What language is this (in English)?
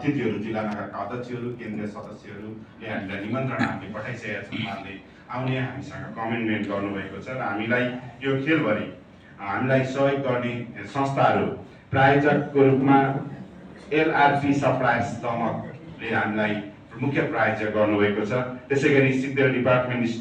Nepali